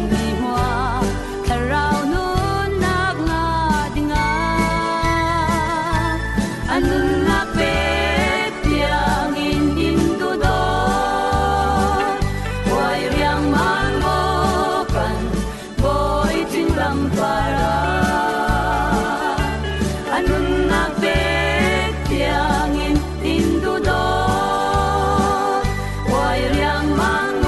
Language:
Falam Chin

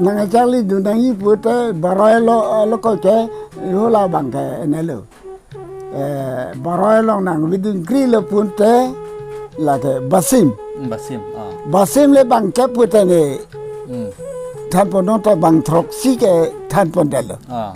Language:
Karbi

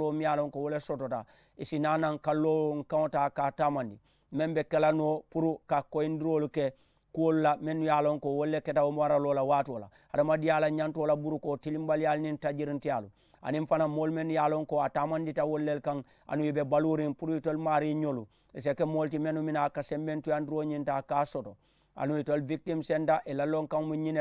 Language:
Mandingo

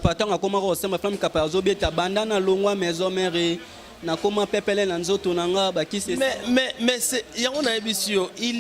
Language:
Lingala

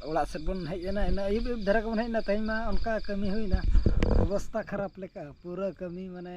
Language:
Santali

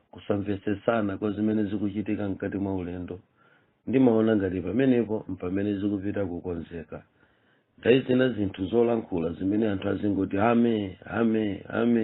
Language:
Nyanja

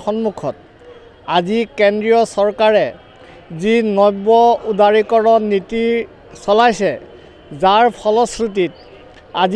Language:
Assamese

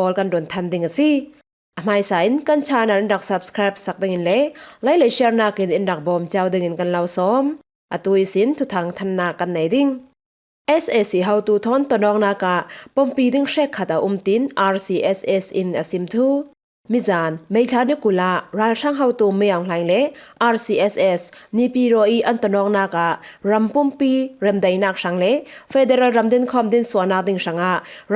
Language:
Falam Chin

